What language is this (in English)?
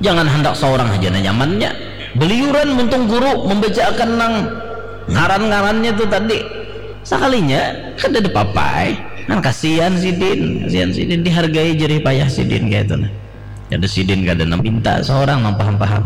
Banjar